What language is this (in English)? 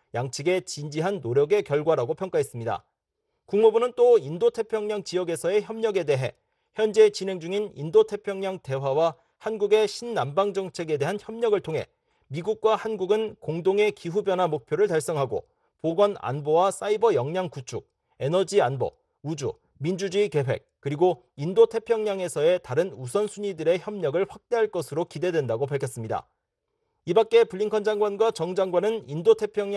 Korean